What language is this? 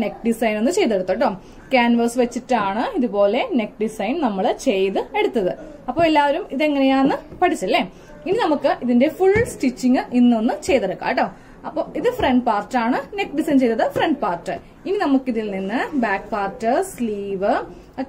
Malayalam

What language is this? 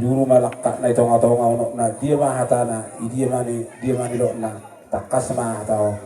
Batak Toba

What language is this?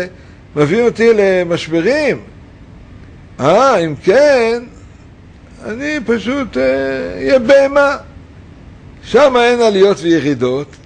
Hebrew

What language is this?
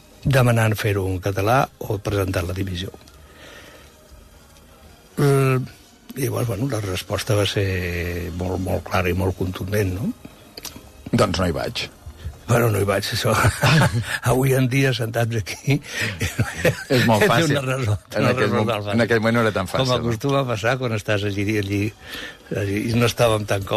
Catalan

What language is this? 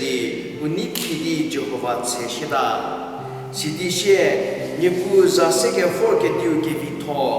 Angami Naga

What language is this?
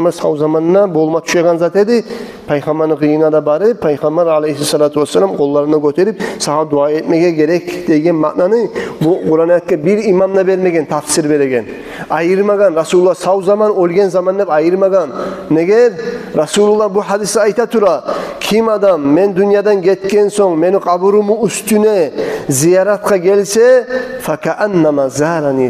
Kumyk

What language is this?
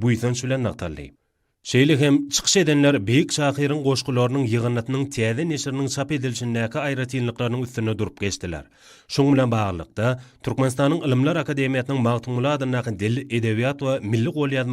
Turkmen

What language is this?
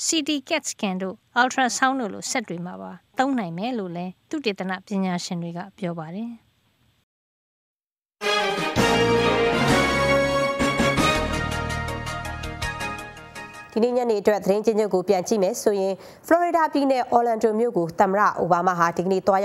Burmese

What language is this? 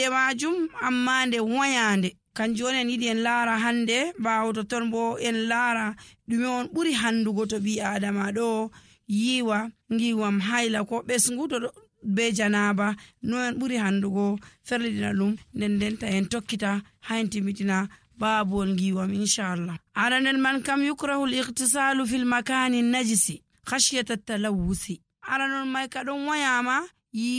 Nigerian Fulfulde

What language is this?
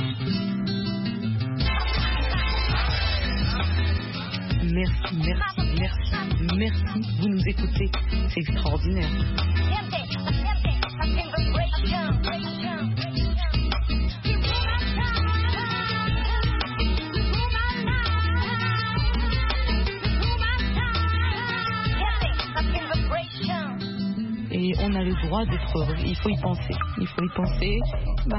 French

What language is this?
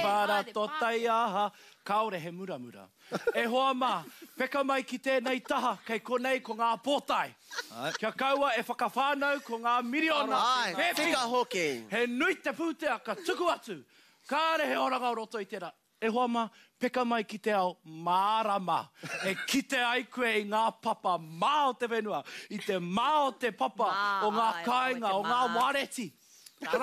Māori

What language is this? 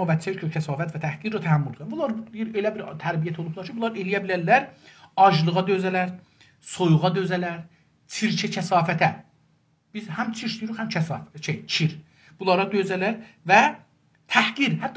South Azerbaijani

